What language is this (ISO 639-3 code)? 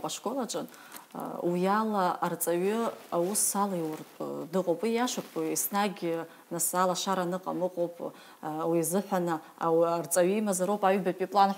abk